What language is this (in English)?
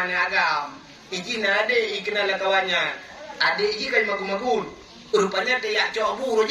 Achinese